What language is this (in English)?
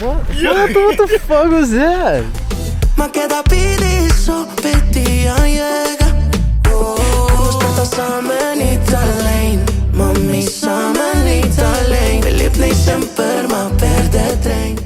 Papiamento